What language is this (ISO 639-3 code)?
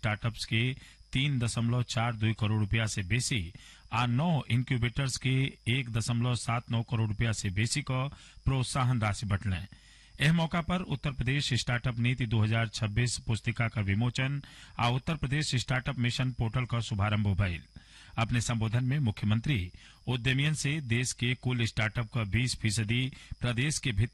bho